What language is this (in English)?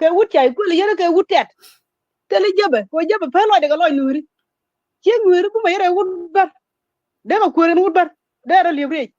Nuer